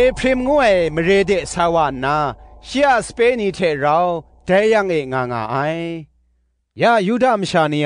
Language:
Kachin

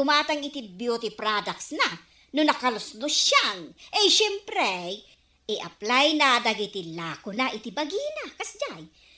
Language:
Iloko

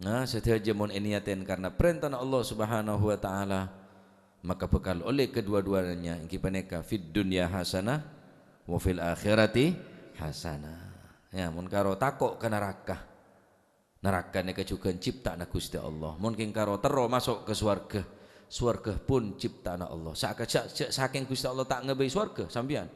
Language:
Madurese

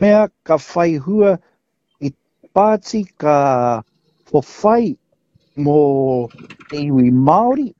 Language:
Māori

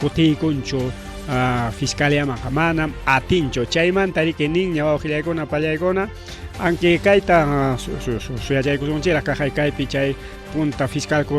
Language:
Ayacucho Quechua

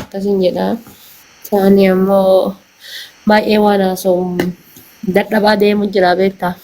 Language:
Oromo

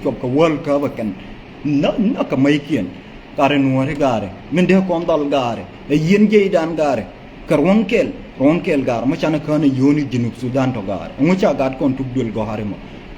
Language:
Nuer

